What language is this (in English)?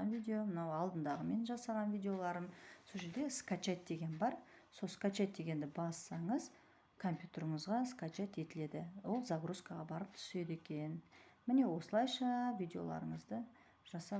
Kazakh